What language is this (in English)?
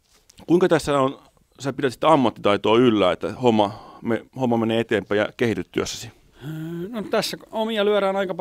Finnish